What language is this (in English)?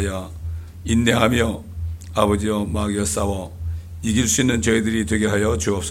Korean